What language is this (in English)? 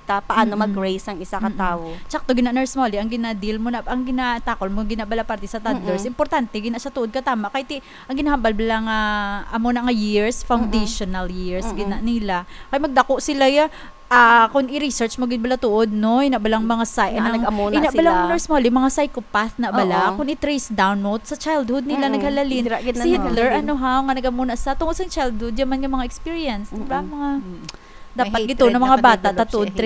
Hiligaynon